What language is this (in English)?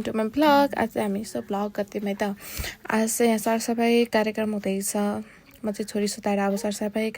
Nepali